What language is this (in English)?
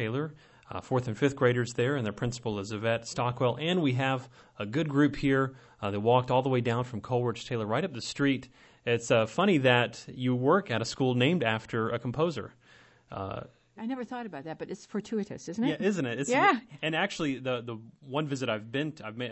English